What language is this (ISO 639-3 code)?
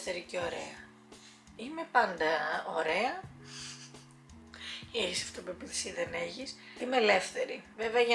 ell